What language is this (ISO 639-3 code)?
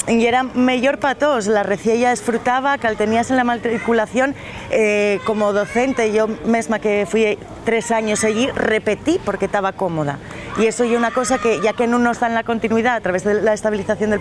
ast